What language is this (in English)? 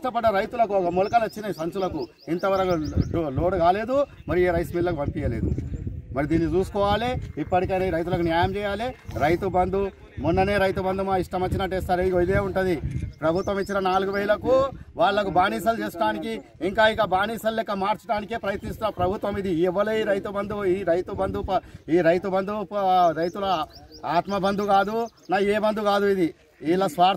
Telugu